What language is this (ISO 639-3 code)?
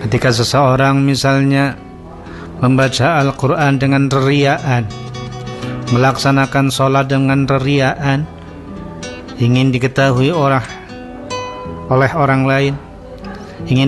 ind